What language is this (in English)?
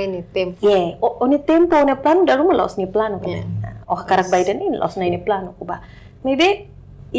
Tetum